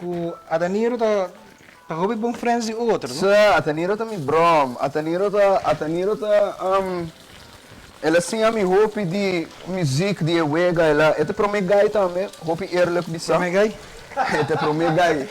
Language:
Papiamento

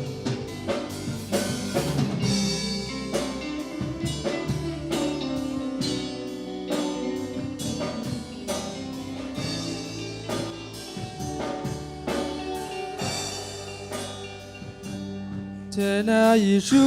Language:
S'gaw Karen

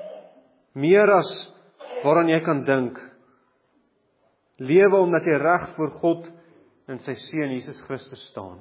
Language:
Afrikaans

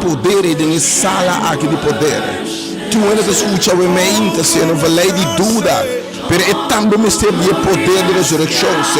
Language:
Papiamento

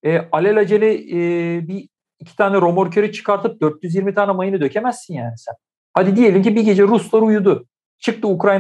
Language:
Turkish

